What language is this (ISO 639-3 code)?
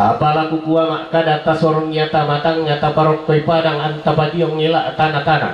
sda